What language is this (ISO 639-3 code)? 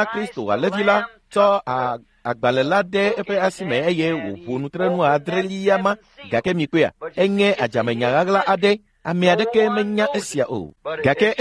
ewe